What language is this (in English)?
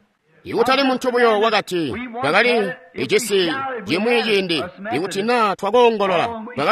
Tonga (Zambia)